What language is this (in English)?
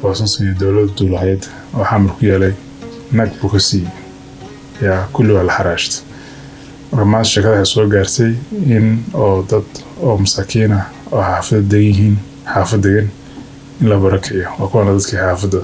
Somali